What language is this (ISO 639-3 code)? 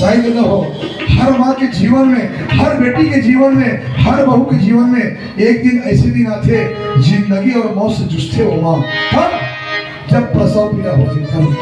hne